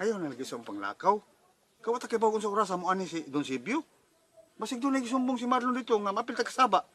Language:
Cebuano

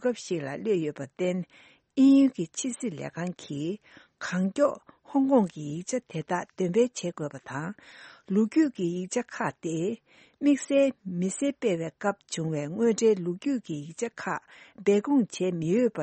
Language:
Tibetan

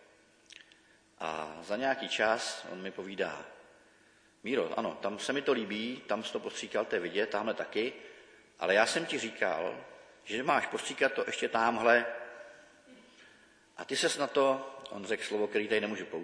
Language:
Czech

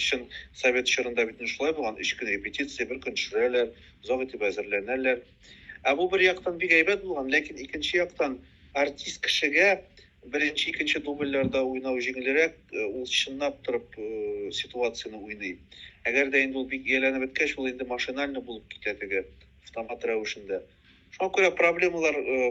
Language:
Tatar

